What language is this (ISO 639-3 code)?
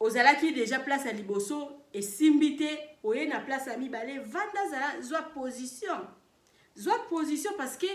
lin